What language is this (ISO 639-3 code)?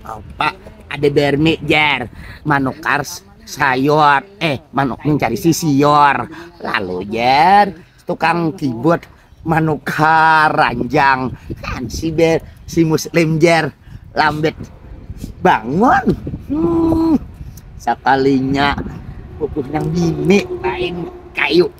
bjn